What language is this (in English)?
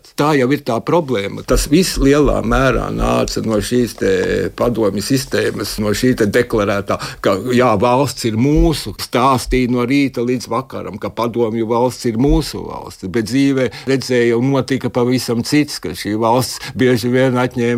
Latvian